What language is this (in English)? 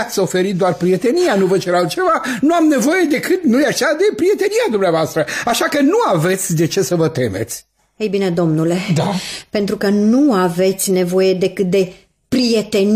Romanian